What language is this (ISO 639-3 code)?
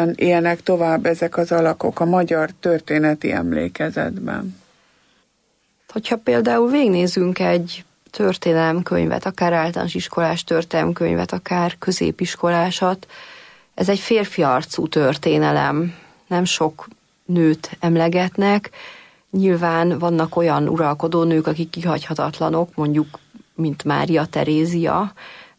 hun